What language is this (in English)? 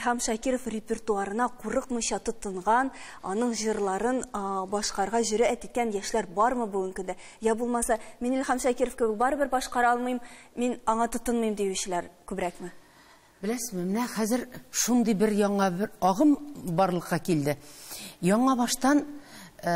Tatar